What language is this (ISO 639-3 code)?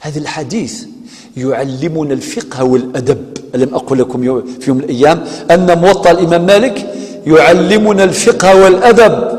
kab